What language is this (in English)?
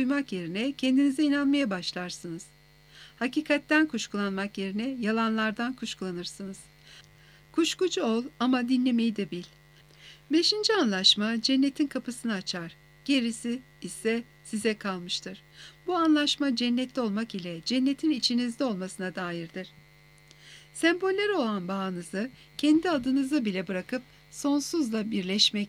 Turkish